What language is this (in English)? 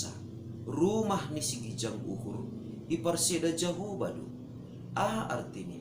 Batak Simalungun